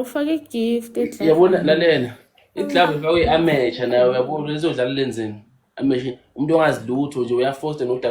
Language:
Zulu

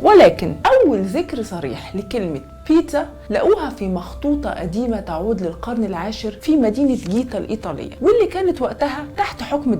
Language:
Egyptian Arabic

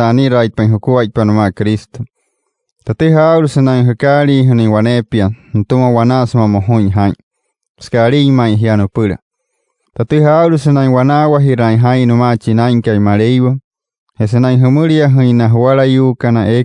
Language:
Wayuu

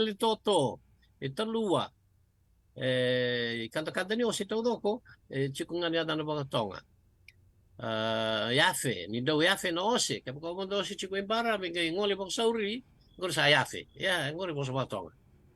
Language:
Fijian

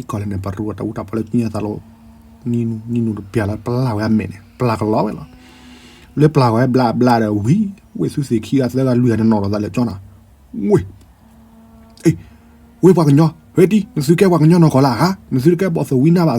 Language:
S'gaw Karen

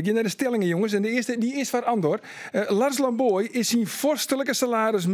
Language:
Western Frisian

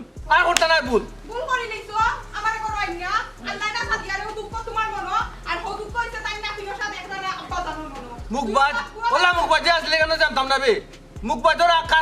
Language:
Sylheti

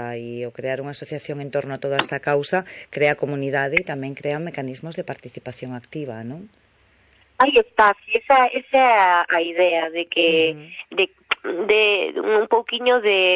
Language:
Galician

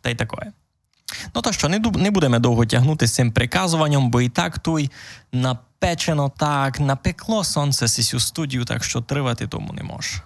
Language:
Rusyn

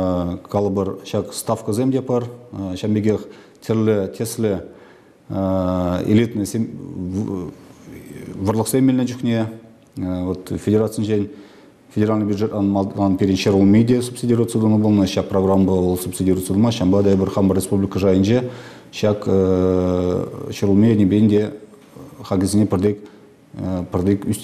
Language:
Chuvash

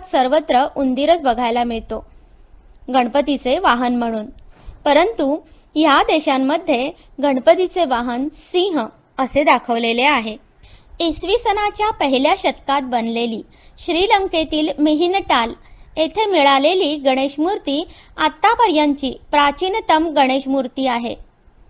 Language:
Marathi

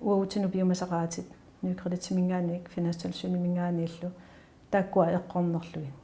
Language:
Kalaallisut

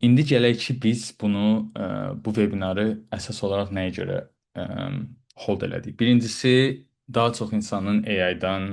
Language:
Azerbaijani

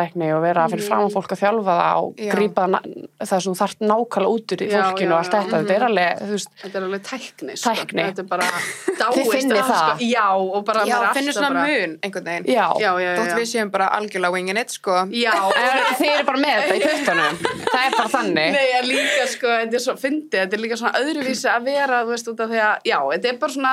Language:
Icelandic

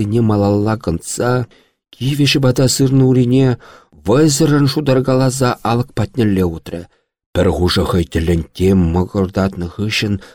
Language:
Chuvash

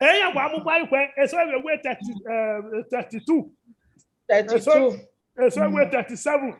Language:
Bini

